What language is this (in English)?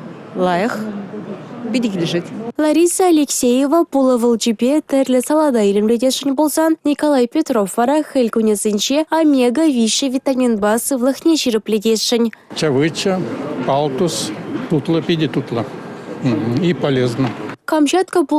Chuvash